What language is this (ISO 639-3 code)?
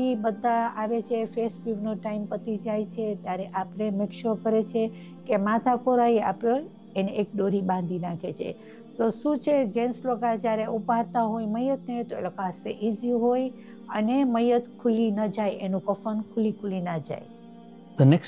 guj